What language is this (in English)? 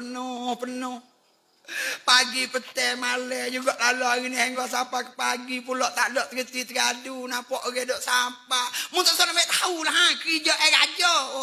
Pattani Malay